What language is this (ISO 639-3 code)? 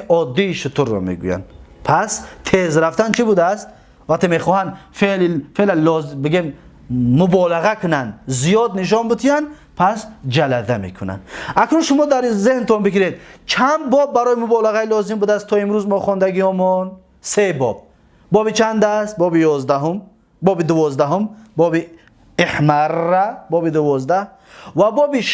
tgk